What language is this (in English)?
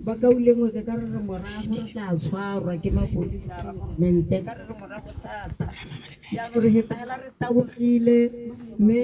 Tswana